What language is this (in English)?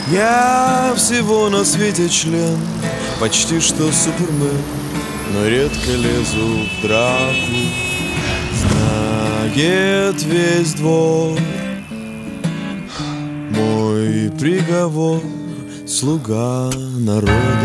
Russian